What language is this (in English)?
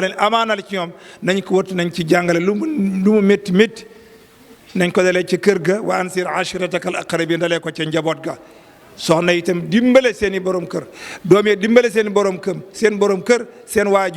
Wolof